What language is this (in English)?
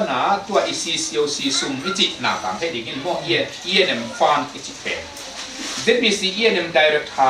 Tedim Chin